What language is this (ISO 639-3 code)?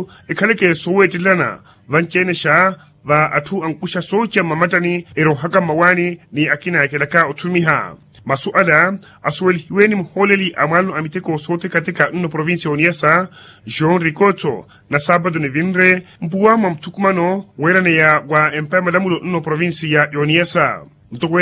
vmw